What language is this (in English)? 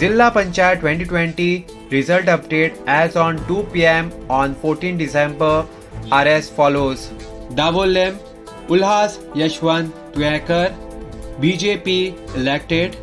Konkani